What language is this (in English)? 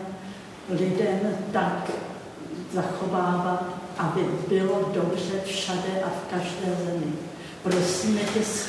Czech